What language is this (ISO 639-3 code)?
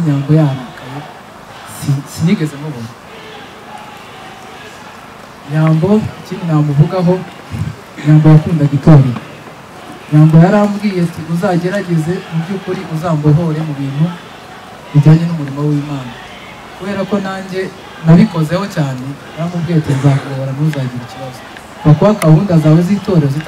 kin